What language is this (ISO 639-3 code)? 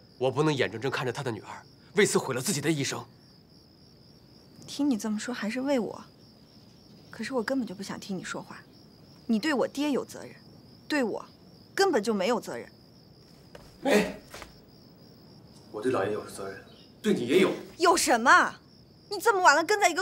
zho